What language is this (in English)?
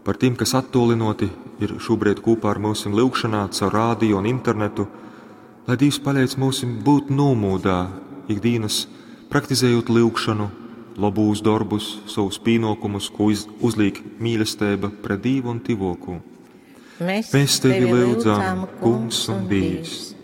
Latgalian